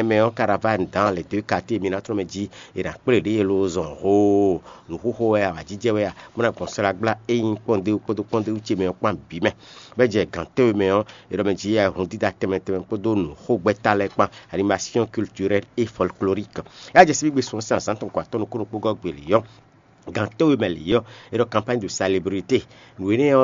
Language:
Fon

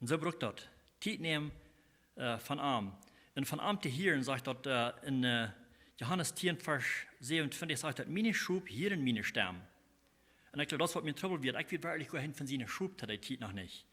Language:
Plautdietsch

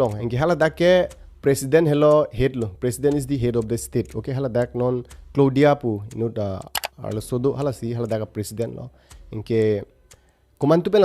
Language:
Karbi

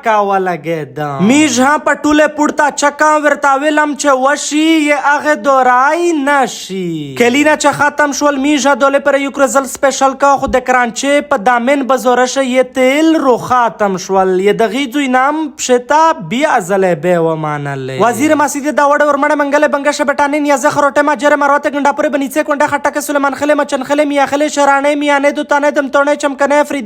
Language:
Pashto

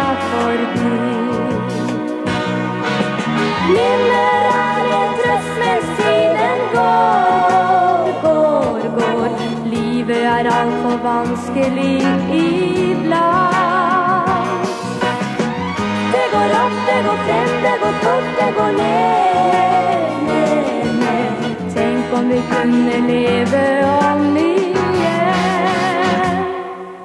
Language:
Norwegian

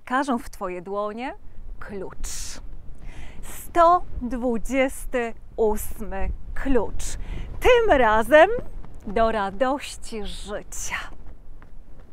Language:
Polish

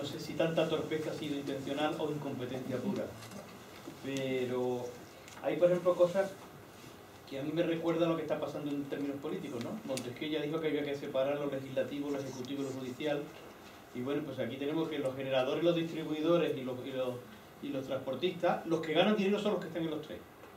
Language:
Spanish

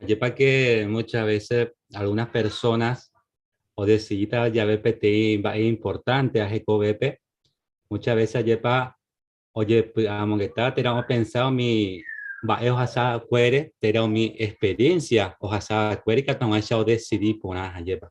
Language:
Guarani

